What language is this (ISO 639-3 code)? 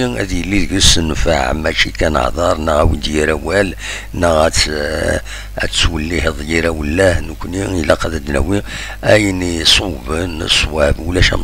kab